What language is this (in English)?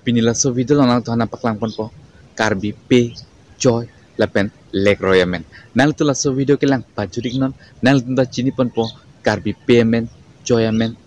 Karbi